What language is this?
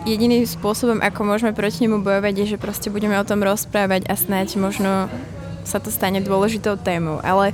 Slovak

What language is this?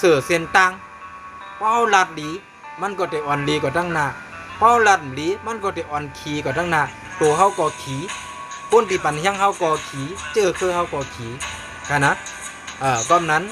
Shan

